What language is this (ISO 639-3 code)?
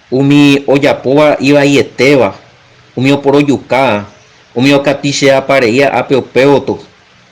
grn